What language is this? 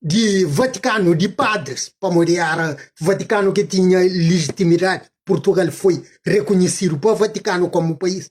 Kabuverdianu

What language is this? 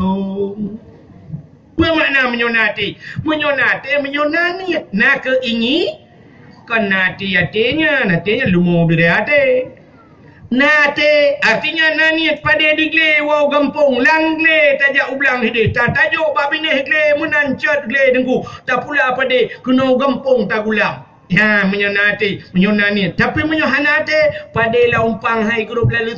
Achinese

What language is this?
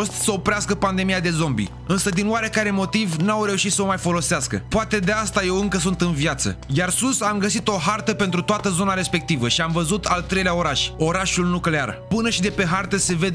Romanian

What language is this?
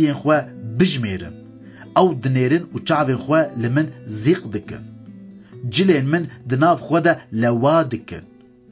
Kurdish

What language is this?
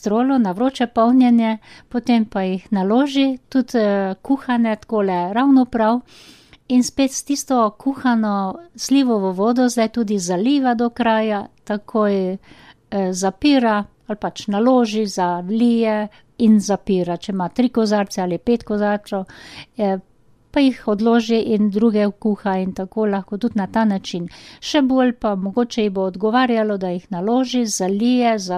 Slovenian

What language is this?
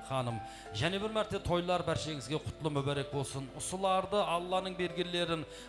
Kara-Kalpak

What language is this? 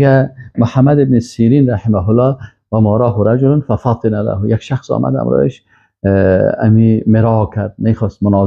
Persian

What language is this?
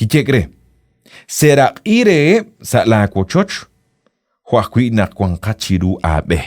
Kekchí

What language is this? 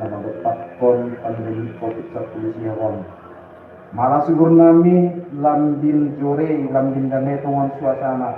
Batak Simalungun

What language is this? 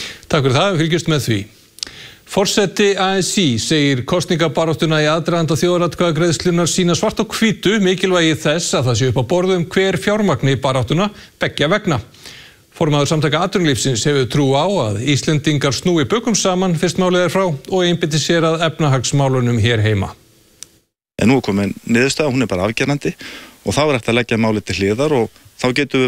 Icelandic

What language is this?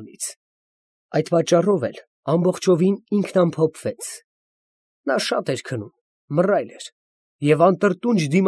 Armenian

